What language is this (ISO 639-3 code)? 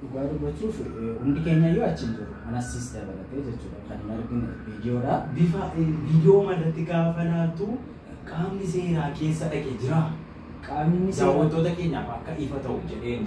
orm